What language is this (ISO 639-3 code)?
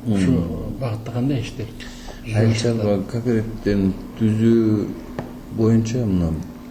kir